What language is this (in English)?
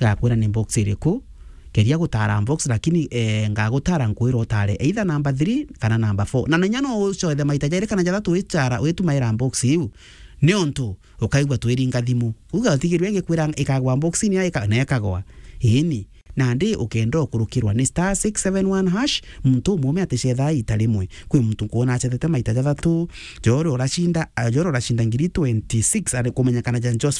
Meru